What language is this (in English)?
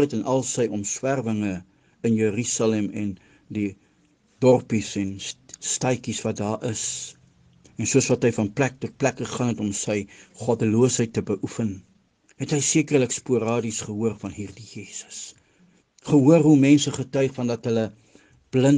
Afrikaans